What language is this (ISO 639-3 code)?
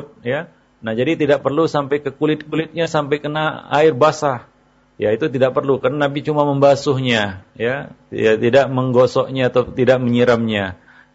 ind